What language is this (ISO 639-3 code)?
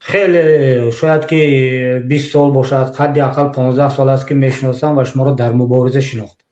tgk